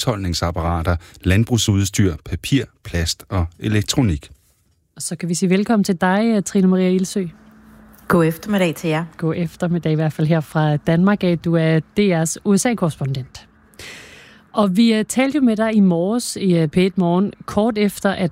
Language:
Danish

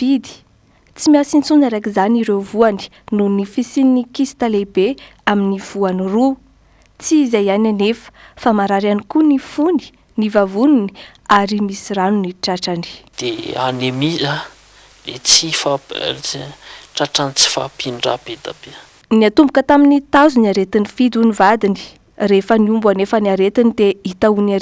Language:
Malagasy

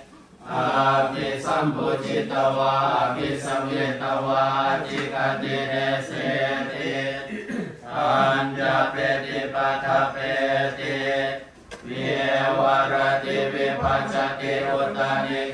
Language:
Pali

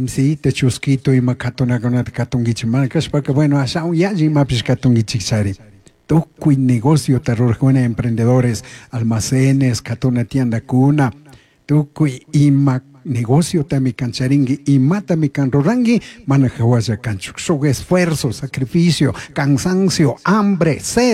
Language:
Chimborazo Highland Quichua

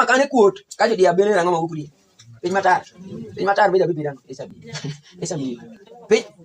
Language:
Alur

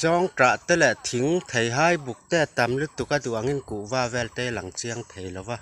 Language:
Mizo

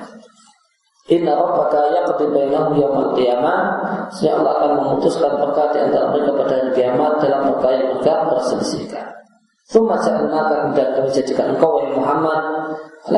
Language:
Indonesian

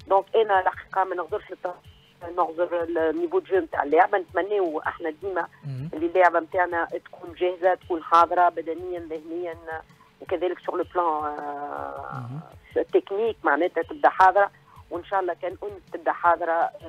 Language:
Tunisian Arabic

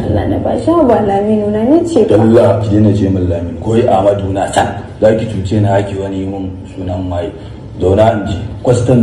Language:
Hausa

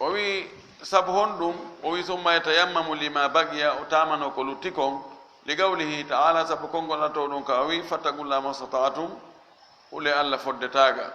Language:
Fula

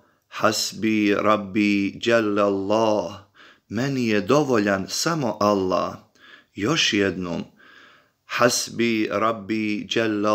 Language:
Bosnian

